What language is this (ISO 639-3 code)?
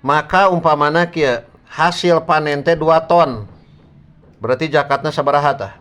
sun